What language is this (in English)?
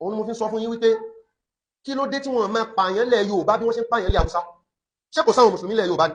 Yoruba